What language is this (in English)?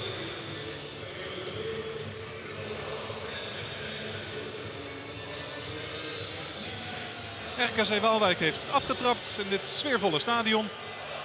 Dutch